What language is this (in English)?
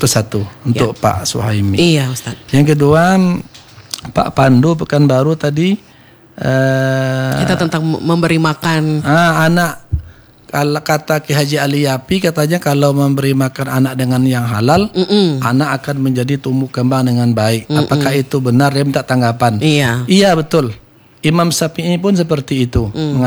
Indonesian